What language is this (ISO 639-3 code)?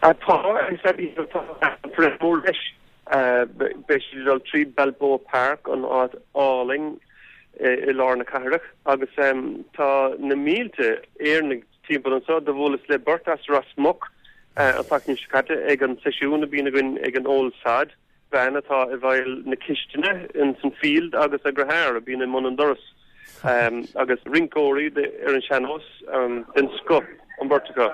gle